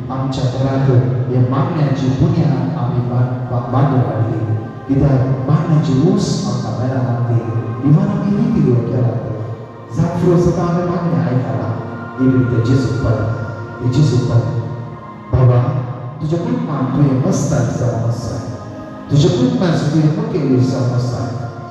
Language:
Konkani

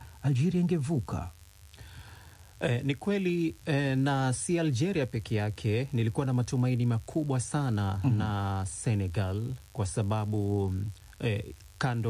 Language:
Swahili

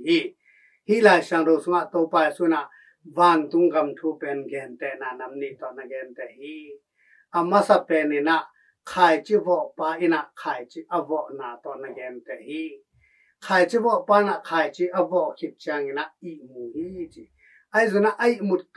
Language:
Tedim Chin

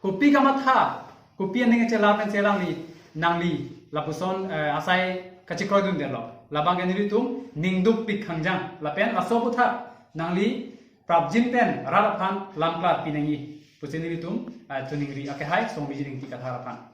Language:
Karbi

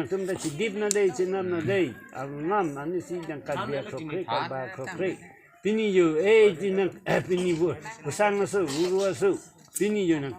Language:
Karbi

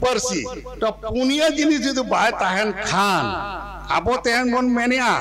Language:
Santali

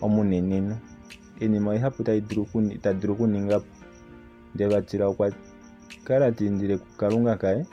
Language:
Kuanyama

